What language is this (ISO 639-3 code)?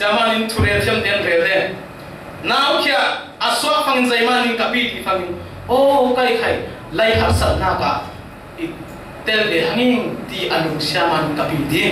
cfm